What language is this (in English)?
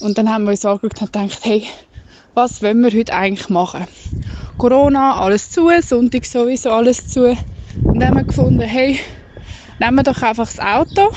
Swiss German